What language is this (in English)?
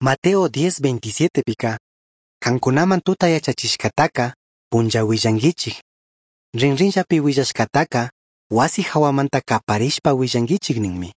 Chimborazo Highland Quichua